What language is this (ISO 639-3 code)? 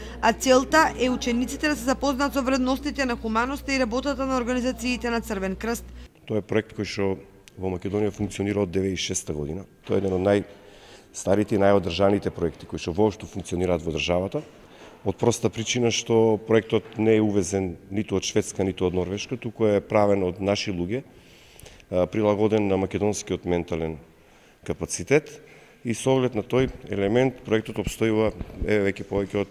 mkd